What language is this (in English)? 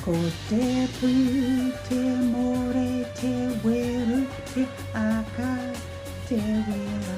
Māori